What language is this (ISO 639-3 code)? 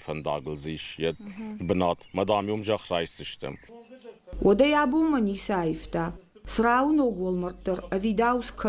oss